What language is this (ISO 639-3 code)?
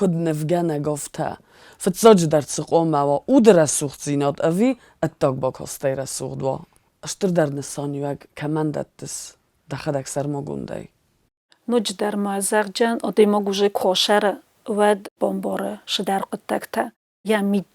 oss